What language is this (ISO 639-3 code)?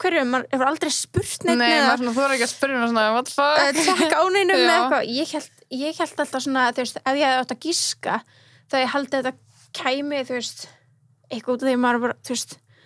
isl